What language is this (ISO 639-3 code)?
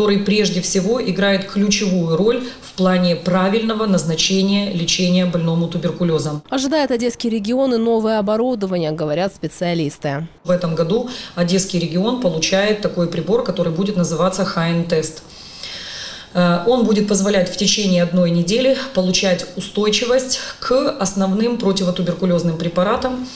rus